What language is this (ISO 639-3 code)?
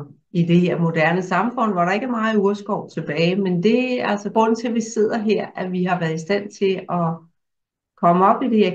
dan